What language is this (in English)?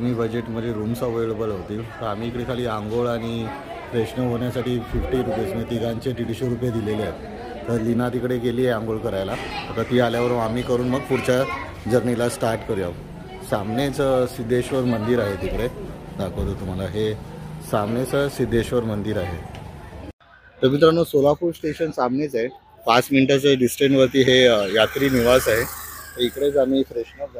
Marathi